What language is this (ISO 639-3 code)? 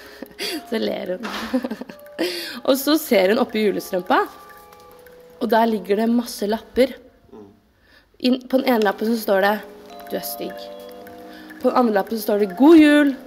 nor